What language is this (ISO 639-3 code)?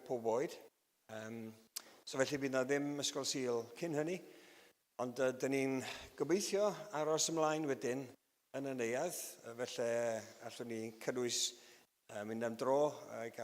cym